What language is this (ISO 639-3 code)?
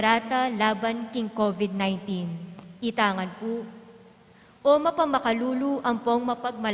pam